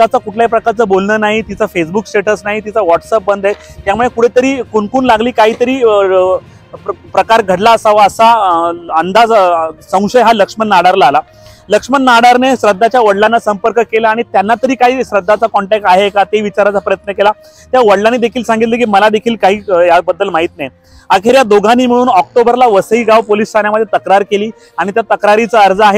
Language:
Marathi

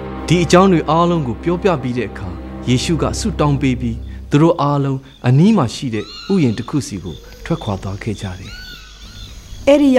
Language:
Burmese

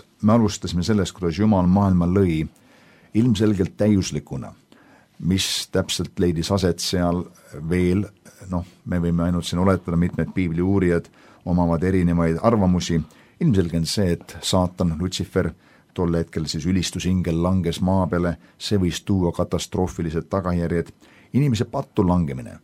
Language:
Estonian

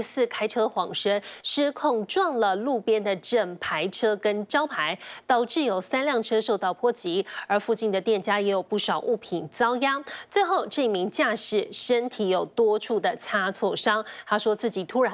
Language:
Chinese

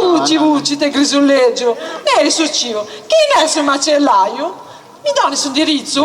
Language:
Sardinian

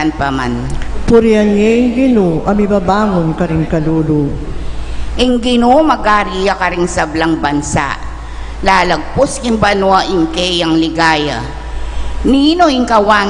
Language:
Pampanga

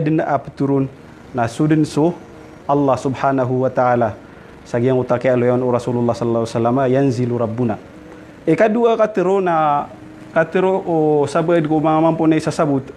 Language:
Maranao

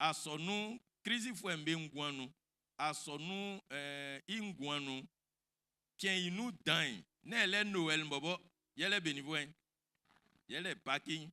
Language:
Baoulé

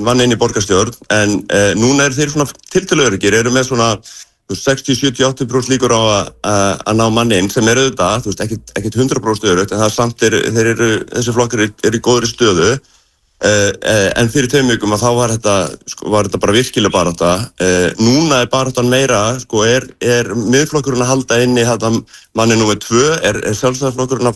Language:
Icelandic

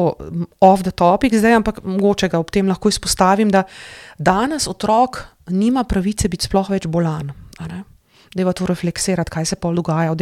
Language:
Slovenian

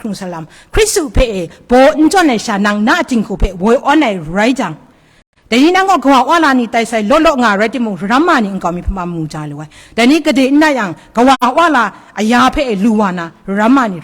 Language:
Kachin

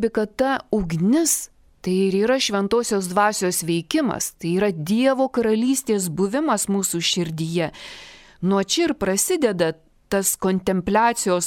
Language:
Lithuanian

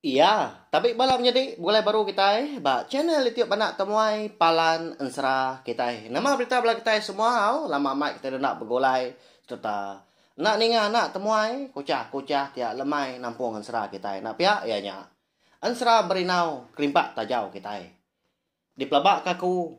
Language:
Iban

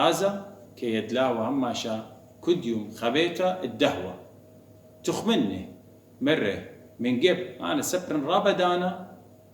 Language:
Assyrian Neo-Aramaic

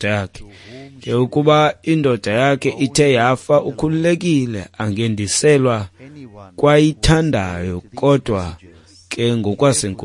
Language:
Xhosa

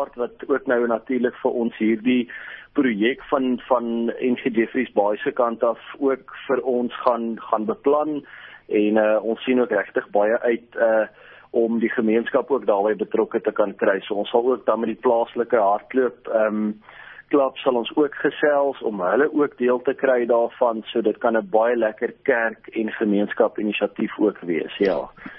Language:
Afrikaans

